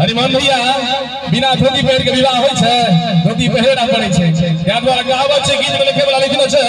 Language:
Maithili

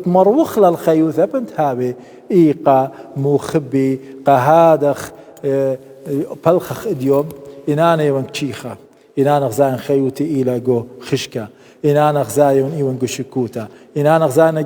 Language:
Assyrian Neo-Aramaic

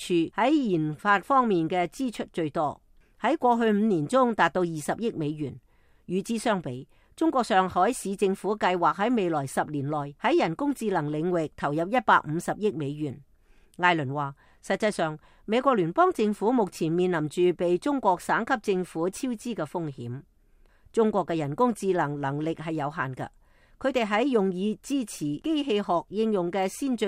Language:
Cantonese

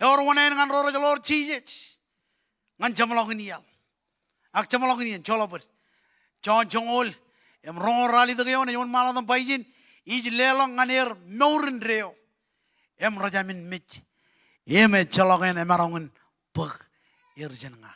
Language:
Marshallese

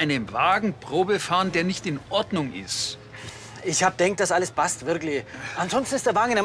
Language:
Bavarian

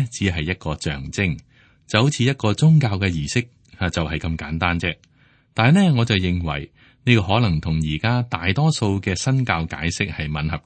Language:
Cantonese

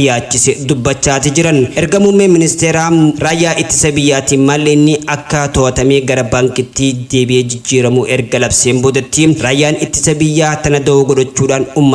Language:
Oromo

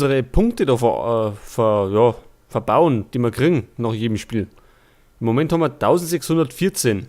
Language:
Bavarian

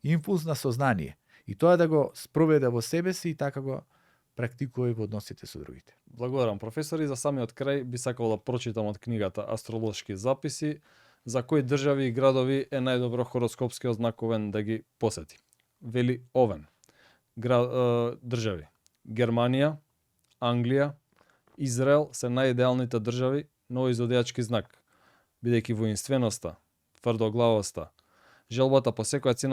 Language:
Macedonian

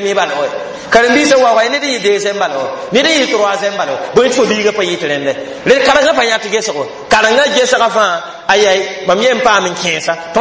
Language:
Mossi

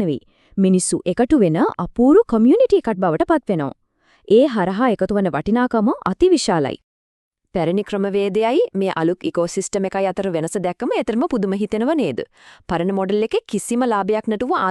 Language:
Sinhala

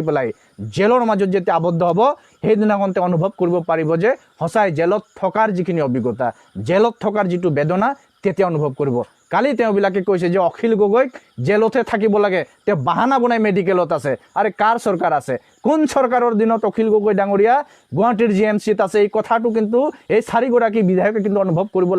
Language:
Assamese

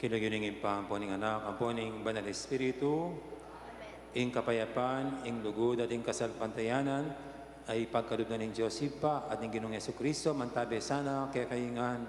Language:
Pampanga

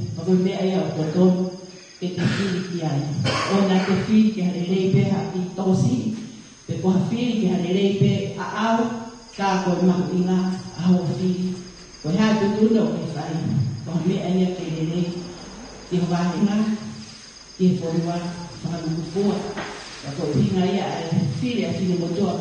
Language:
Tongan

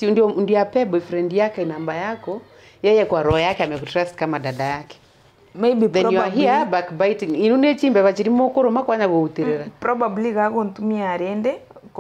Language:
Gusii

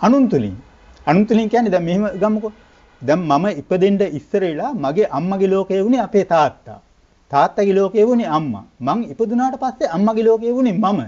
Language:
Sinhala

